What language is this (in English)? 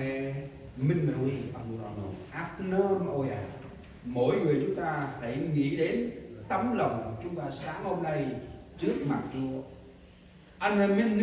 Central Mnong